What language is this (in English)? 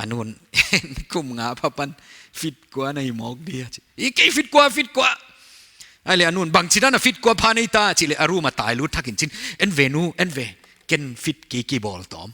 Paite Chin